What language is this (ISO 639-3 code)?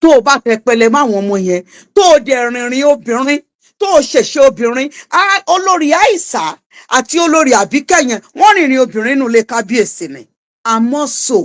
yor